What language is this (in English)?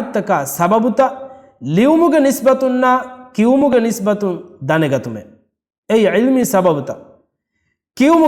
Divehi